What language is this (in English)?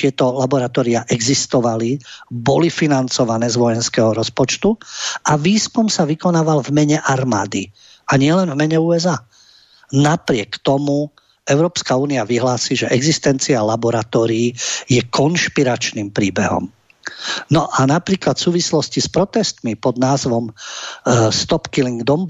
Slovak